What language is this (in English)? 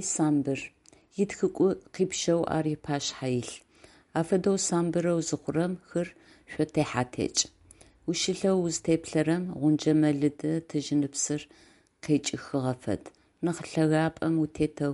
Adyghe